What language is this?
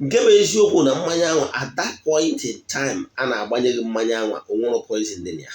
Igbo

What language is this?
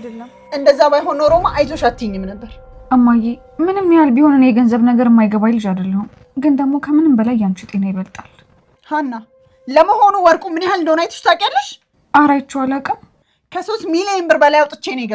Amharic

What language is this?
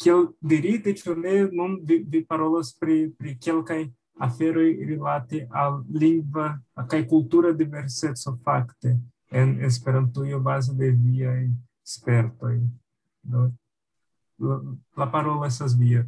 Esperanto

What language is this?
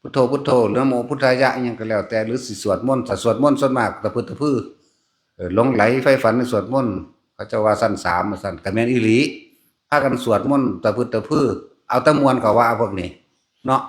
Northeastern Thai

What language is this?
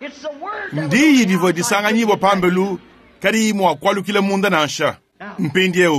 Luba-Lulua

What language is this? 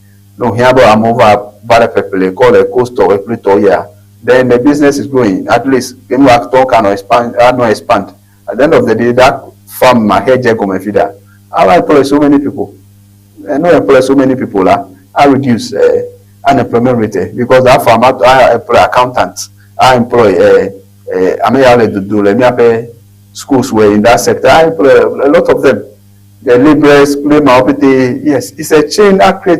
Ewe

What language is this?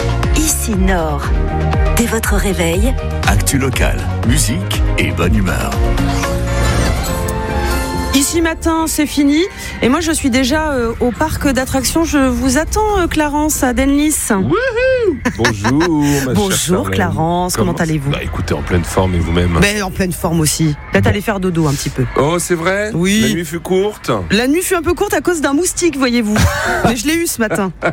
French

